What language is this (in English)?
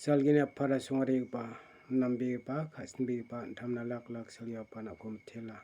Garo